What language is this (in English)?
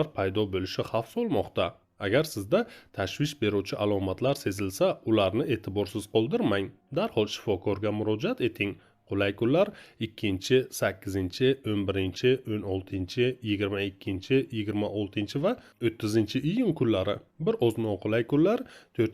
Uzbek